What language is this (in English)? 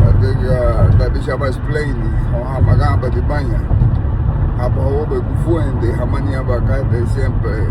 Garifuna